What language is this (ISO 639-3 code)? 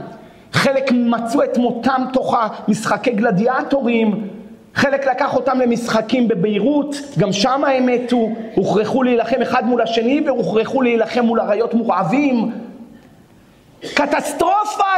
heb